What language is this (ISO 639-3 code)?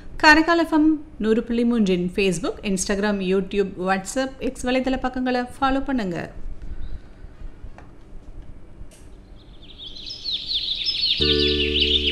tam